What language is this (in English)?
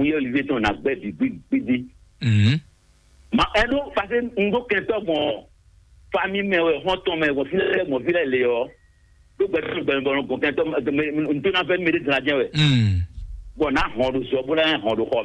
Fon